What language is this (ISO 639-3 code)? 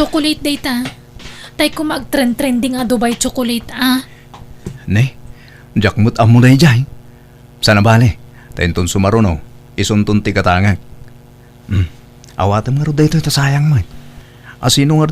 ilo